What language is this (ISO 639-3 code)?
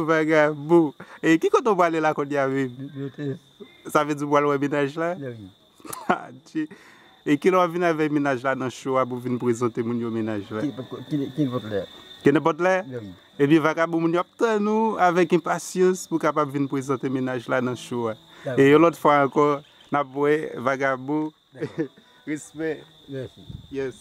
hat